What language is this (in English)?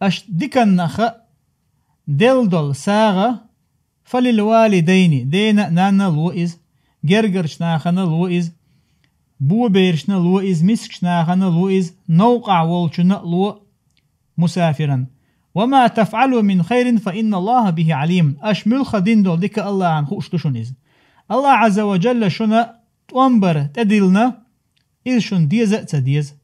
Chechen